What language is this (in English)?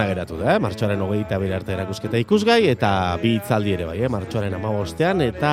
Basque